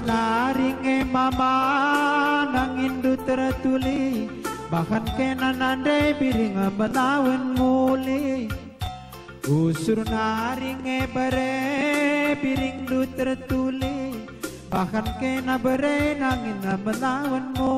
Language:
Batak Karo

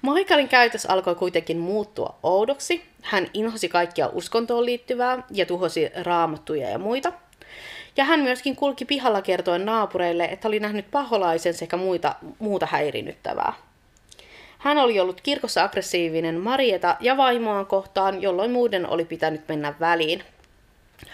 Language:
Finnish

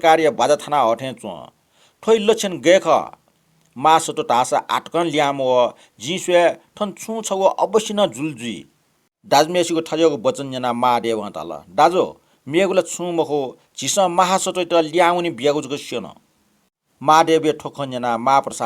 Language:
Newari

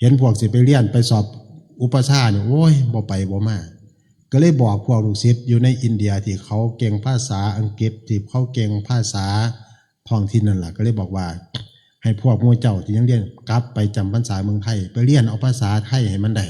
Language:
Northeastern Thai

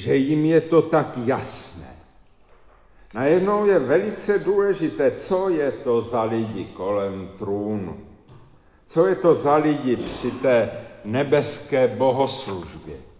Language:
Czech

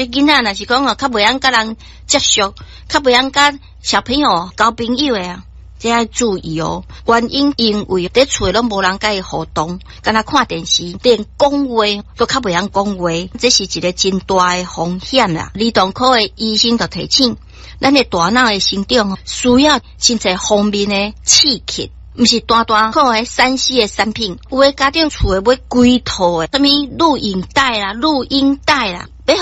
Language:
Min Nan Chinese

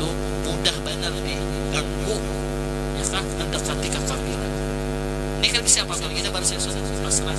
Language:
Banjar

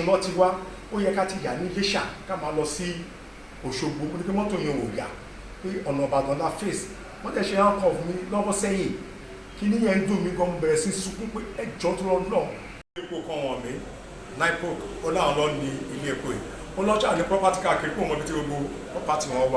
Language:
Yoruba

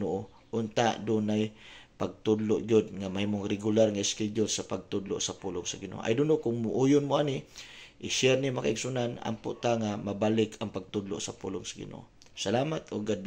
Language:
Cebuano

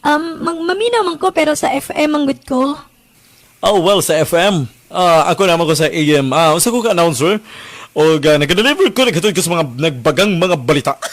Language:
Cebuano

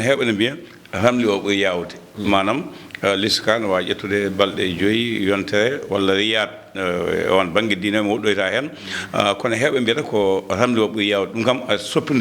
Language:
Fula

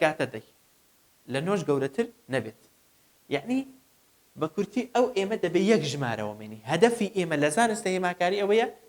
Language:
Central Kurdish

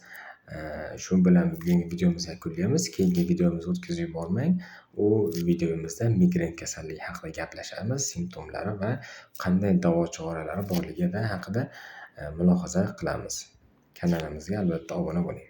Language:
Uzbek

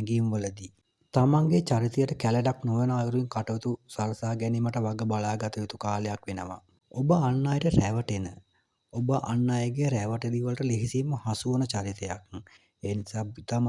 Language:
Sinhala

